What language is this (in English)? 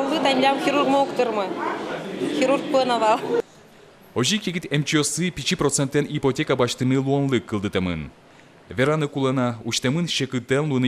Udmurt